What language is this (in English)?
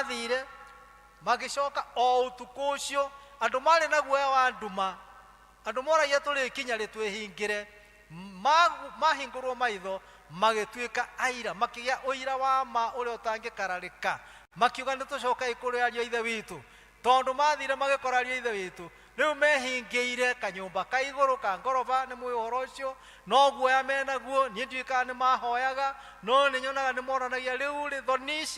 Kikuyu